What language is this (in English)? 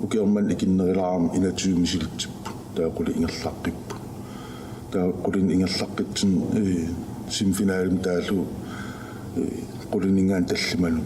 Kalaallisut